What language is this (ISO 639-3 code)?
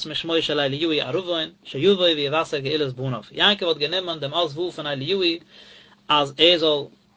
yid